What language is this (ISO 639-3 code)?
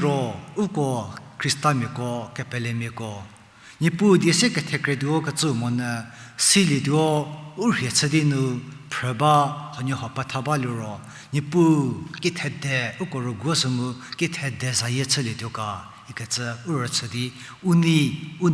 njm